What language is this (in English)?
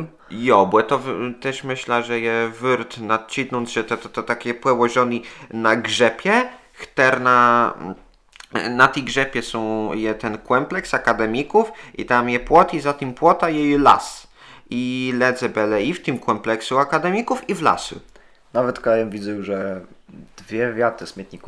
Kashubian